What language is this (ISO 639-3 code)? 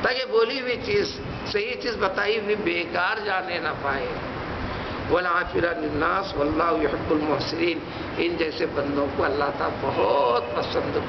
urd